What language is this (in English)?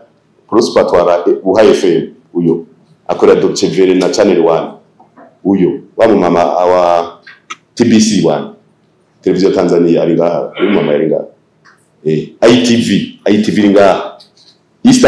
Rundi